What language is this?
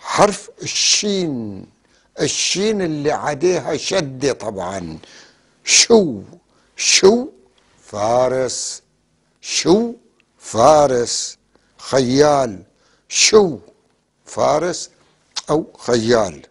North Levantine Arabic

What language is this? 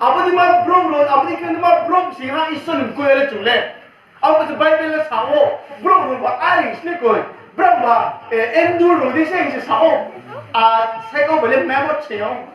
Riang (India)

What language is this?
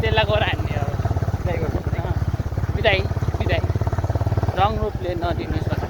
Nepali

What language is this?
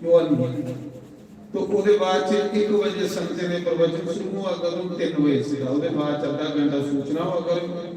Dogri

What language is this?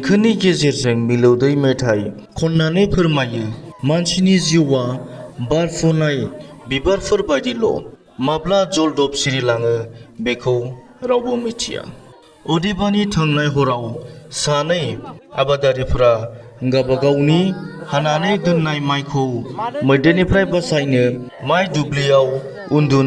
Bodo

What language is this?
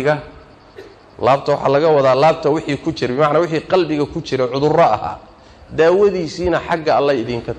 Somali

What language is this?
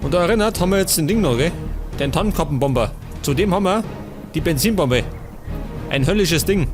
Bavarian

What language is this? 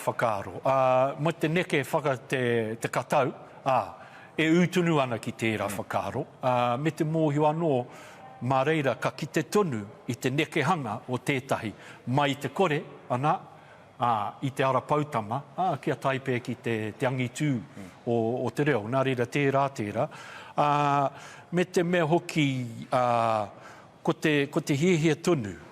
Māori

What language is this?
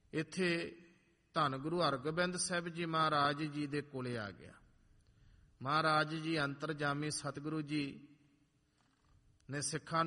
Punjabi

